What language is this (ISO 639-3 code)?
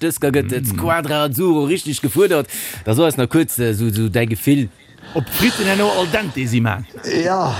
ltz